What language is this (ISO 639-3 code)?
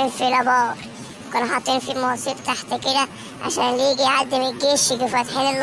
arz